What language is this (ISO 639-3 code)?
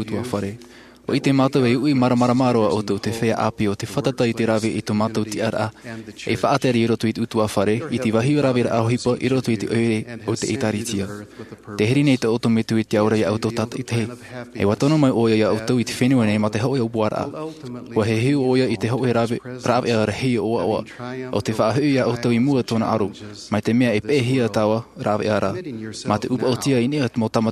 tah